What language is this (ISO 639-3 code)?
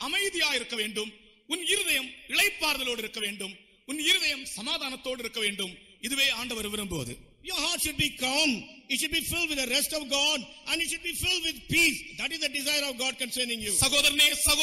tam